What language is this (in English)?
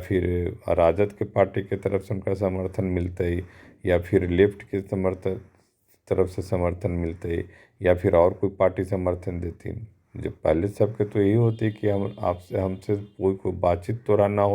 Magahi